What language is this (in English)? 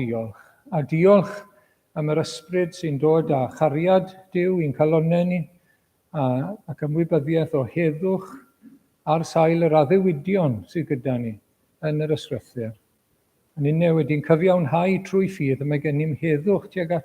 Welsh